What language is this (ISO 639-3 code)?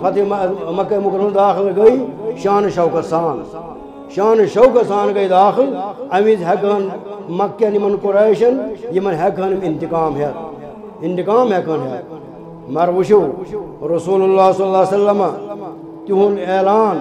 kas